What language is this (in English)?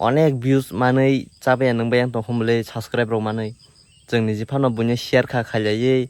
Kok Borok